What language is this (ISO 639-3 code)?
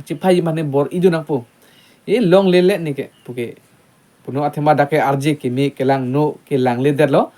mjw